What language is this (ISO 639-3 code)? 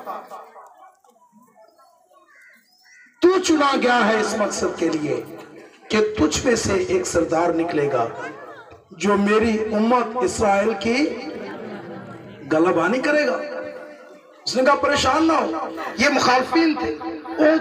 urd